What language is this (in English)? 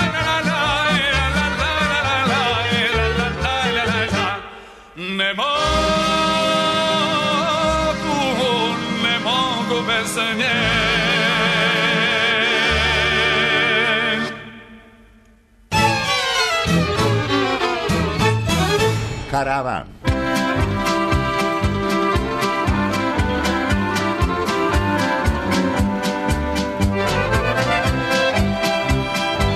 Serbian